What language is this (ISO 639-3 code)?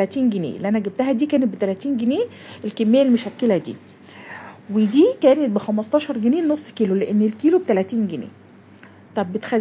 arz